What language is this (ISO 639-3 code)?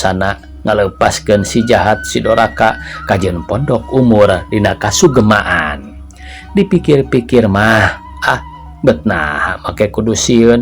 sun